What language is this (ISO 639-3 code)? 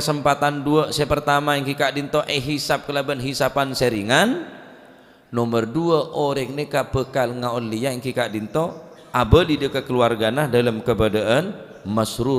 mad